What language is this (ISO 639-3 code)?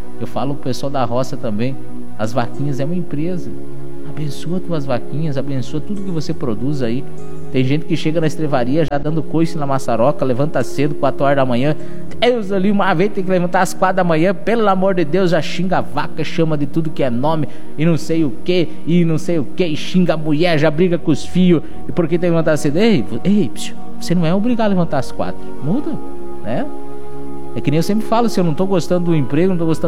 por